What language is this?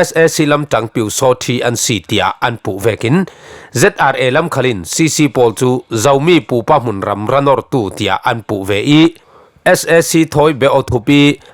Falam Chin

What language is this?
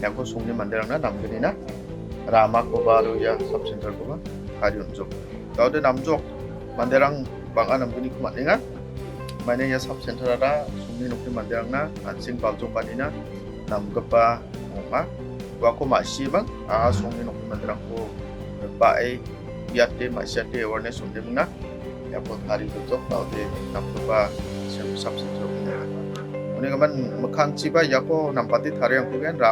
Garo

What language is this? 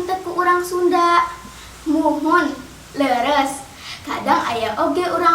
Sundanese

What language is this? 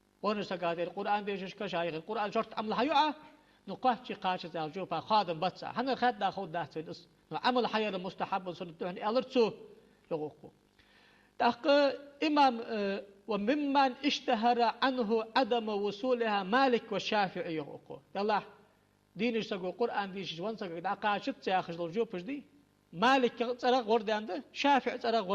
Ingush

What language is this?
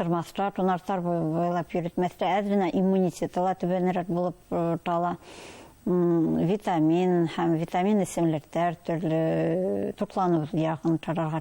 Bashkir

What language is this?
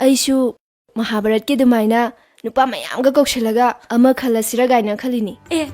Manipuri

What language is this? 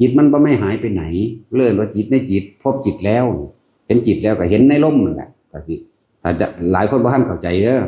Northeastern Thai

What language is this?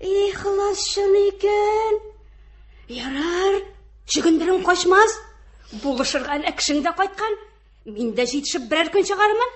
Tatar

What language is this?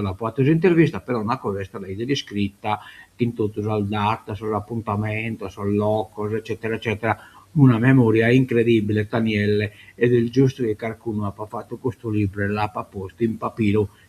Sardinian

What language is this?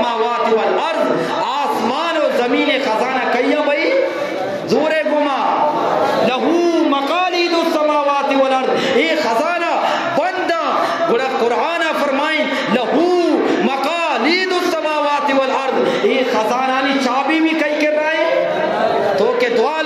Eastern Balochi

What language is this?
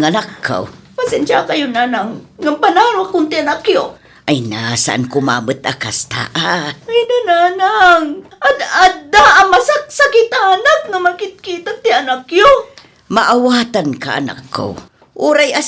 Iloko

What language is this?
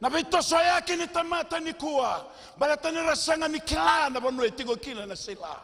Fijian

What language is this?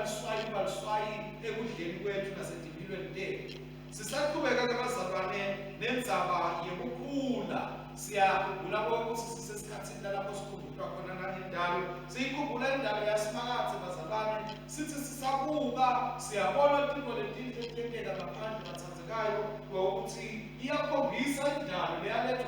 Swati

